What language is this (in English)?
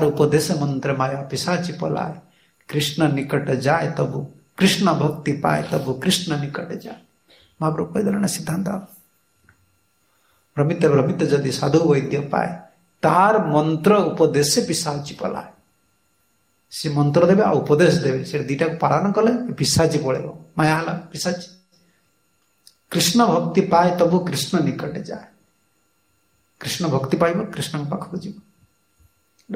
Odia